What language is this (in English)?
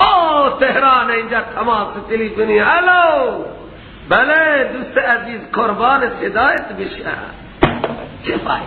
Persian